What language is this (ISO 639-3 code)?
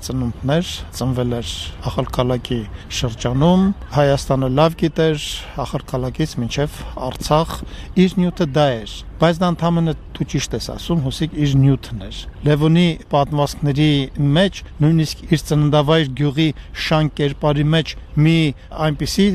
hye